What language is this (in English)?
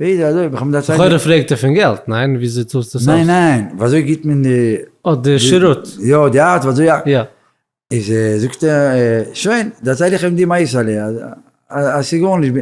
Yiddish